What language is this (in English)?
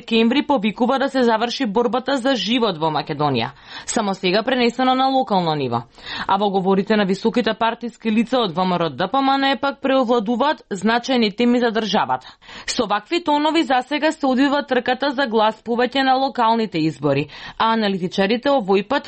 Macedonian